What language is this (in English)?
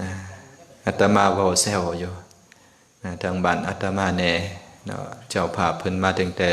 Lao